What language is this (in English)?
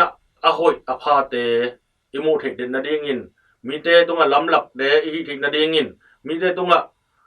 Tedim Chin